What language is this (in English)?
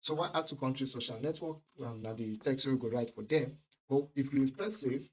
Nigerian Pidgin